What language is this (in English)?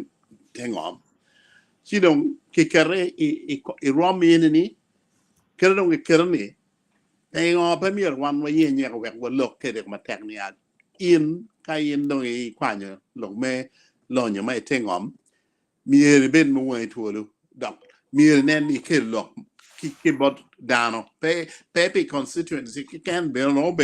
Acoli